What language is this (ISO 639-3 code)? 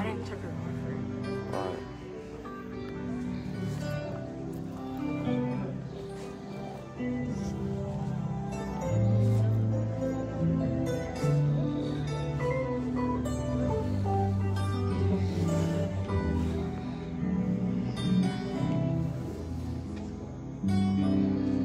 fra